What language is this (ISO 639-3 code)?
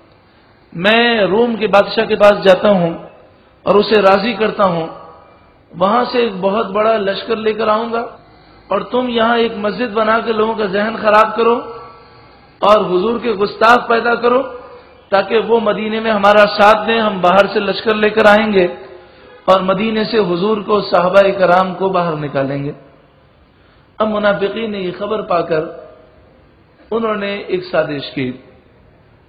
urd